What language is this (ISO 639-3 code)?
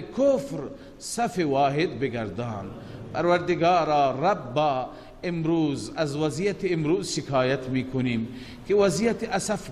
fas